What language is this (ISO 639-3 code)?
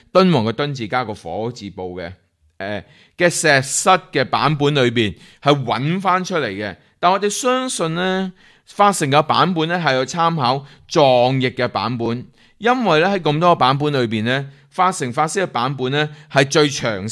yue